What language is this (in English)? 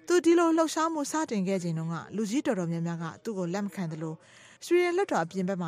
Burmese